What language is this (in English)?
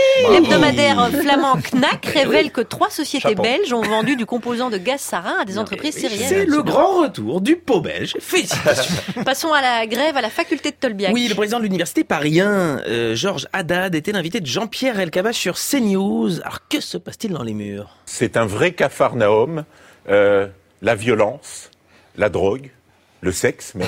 French